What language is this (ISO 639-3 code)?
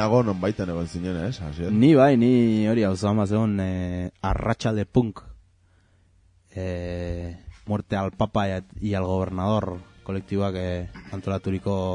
eus